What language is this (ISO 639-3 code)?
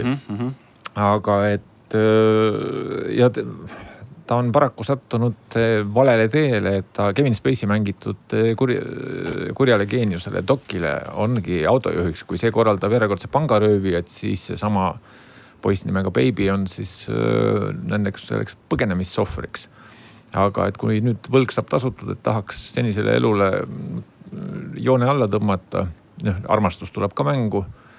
est